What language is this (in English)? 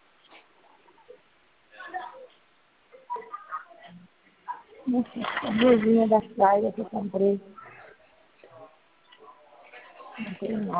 Portuguese